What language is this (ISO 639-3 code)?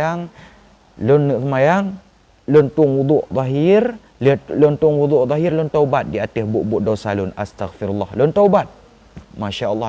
ace